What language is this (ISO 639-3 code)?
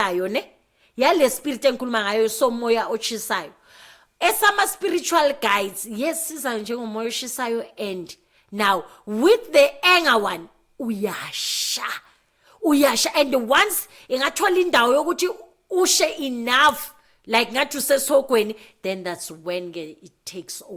zul